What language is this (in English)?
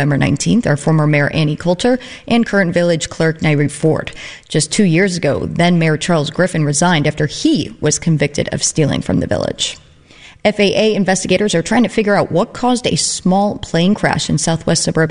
English